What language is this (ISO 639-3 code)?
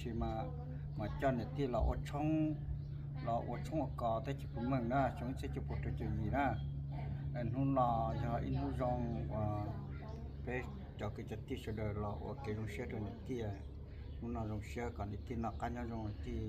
hmn